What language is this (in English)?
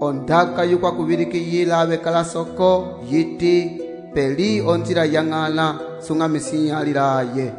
Umbundu